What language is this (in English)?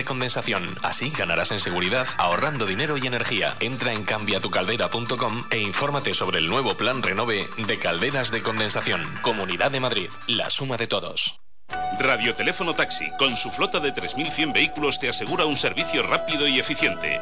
Spanish